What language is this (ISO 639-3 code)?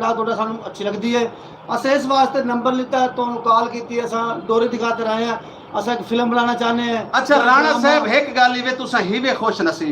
skr